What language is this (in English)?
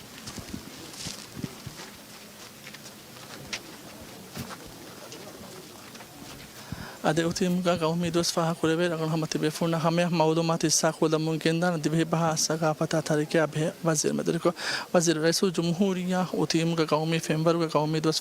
Divehi